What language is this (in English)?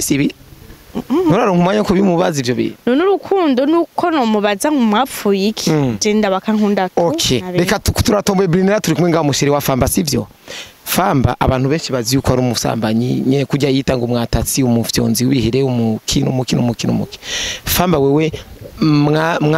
Rundi